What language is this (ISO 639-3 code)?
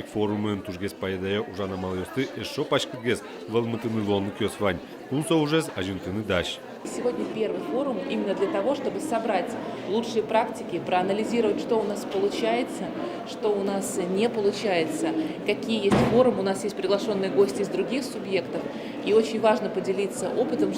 udm